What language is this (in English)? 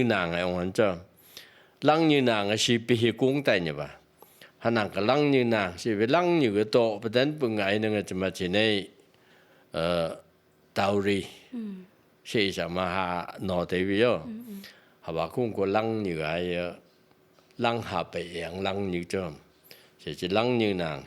Phom Naga